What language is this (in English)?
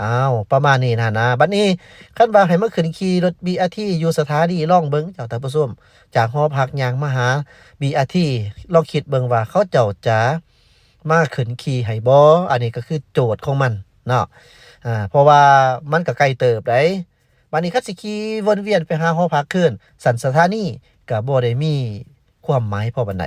Lao